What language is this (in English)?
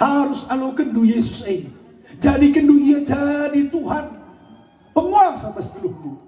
Batak Karo